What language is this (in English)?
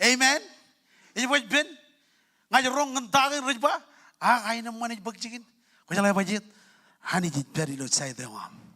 Marshallese